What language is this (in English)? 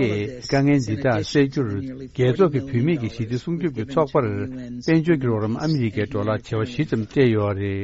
Tibetan